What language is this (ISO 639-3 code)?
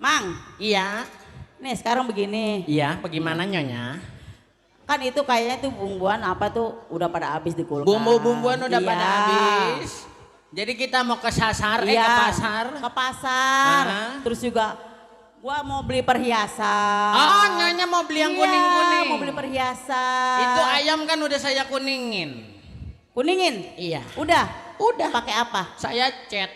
bew